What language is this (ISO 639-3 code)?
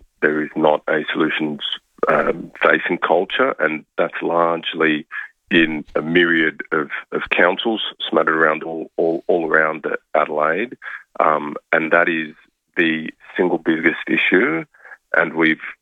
eng